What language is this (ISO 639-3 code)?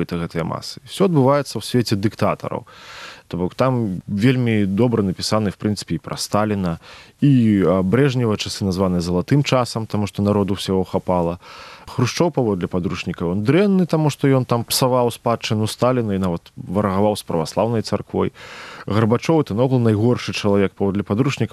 bel